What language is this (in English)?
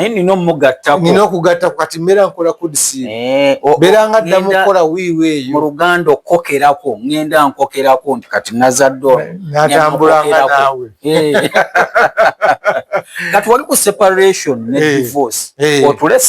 Ganda